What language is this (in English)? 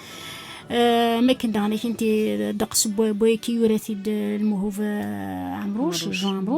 Kabyle